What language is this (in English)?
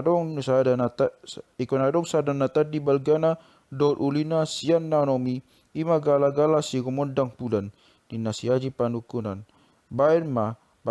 Batak Toba